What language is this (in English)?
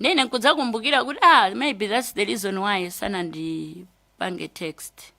Nyanja